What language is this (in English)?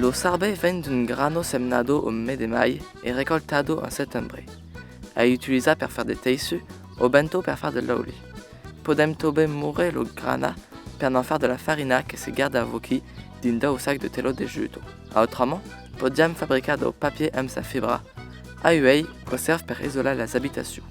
Occitan